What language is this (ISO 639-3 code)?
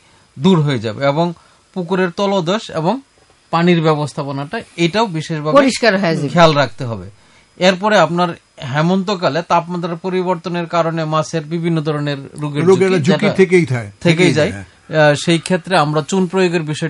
ben